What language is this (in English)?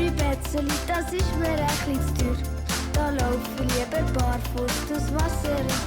Swiss German